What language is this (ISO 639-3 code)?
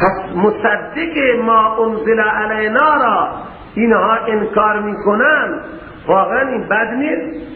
fas